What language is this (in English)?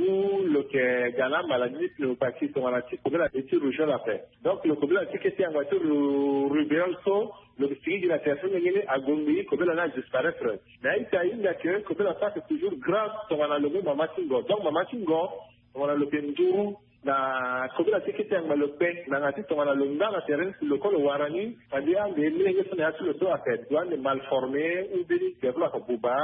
Sango